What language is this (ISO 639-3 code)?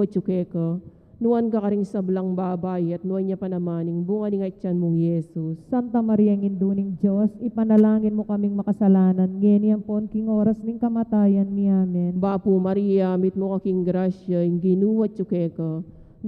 pam